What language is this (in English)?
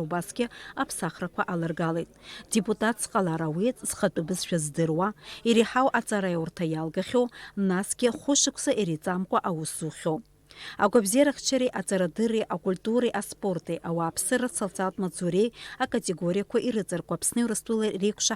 Abkhazian